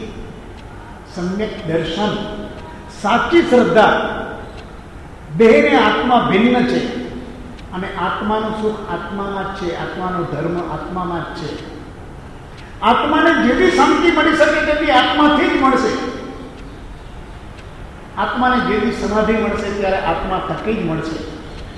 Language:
Gujarati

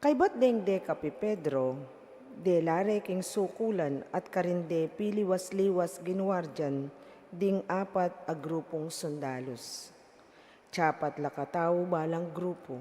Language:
Pampanga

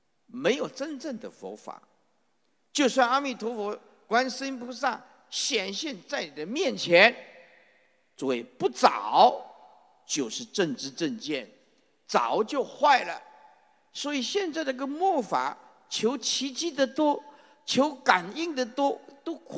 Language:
Chinese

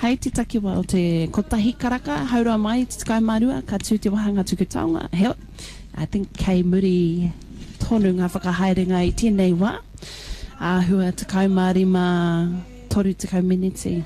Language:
Māori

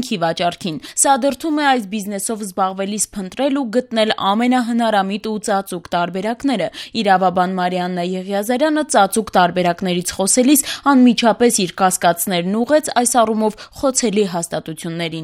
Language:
Armenian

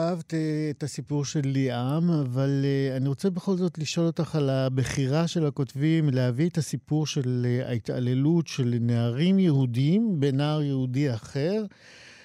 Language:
Hebrew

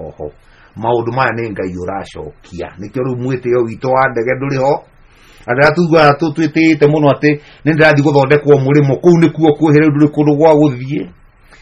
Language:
Kikuyu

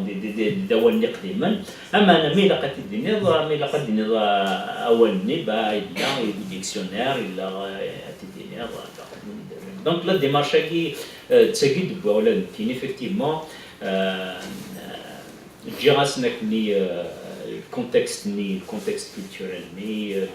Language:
Kabyle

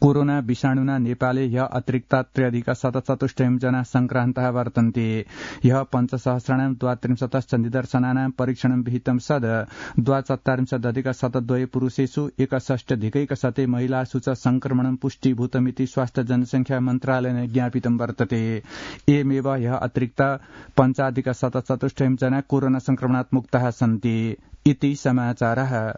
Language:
Sanskrit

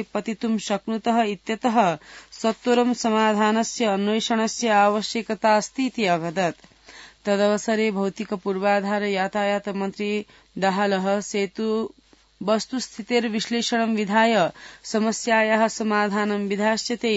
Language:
Sanskrit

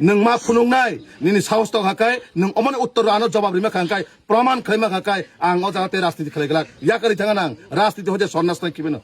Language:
Kok Borok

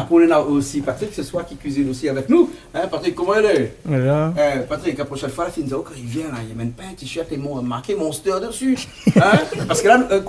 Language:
Réunion Creole French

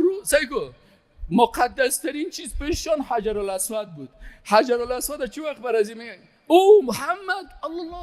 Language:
Persian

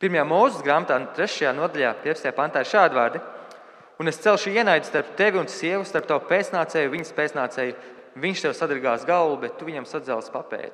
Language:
Latvian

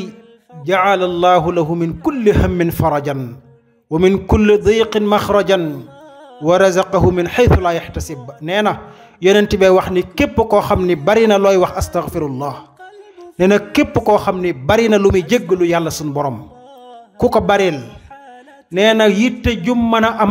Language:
Wolof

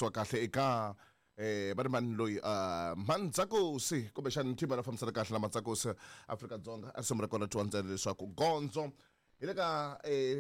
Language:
Tsonga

